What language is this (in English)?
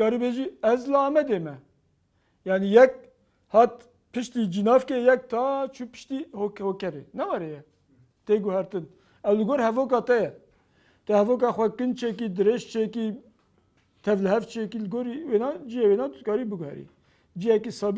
Kurdish